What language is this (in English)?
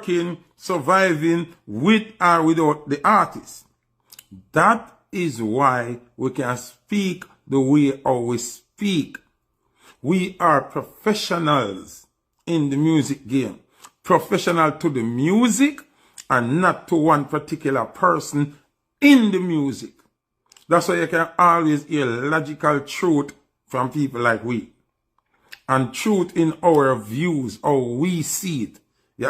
Jamaican Creole English